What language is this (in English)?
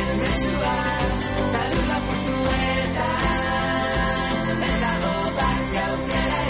Basque